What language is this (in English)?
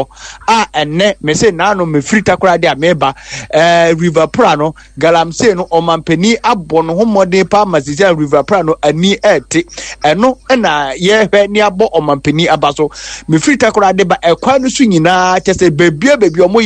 Akan